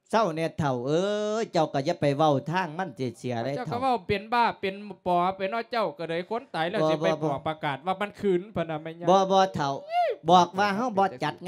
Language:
Lao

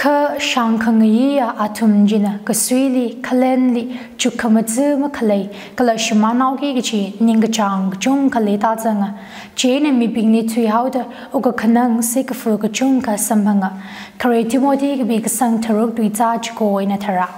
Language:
Tangkhul Naga (India)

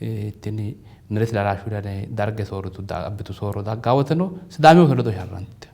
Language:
Sidamo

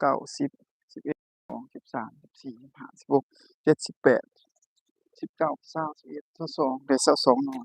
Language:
Northeastern Thai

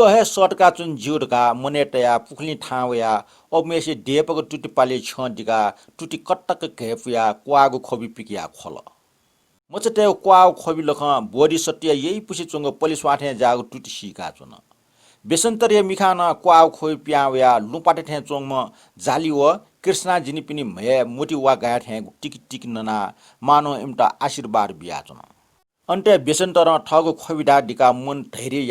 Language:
Newari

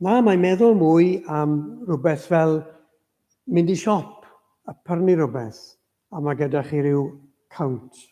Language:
Welsh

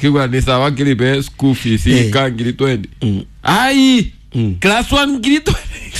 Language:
Kikuyu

